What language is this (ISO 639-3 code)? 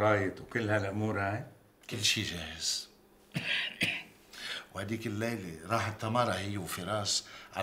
apc